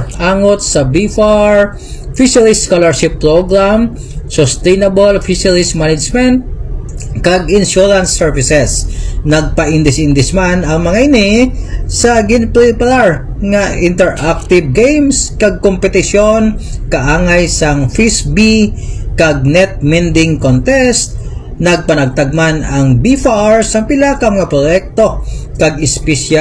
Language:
Hiligaynon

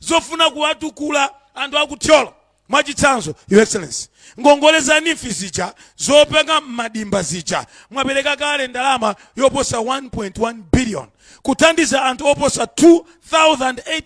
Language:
Nyanja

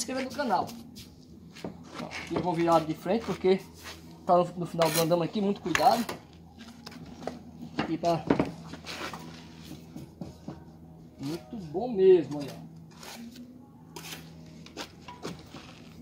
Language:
Portuguese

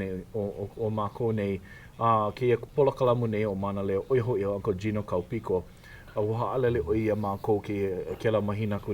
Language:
Hawaiian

